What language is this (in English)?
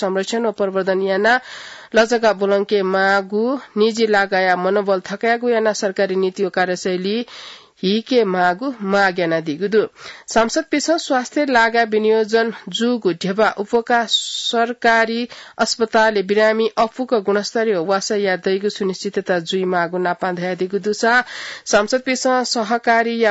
Newari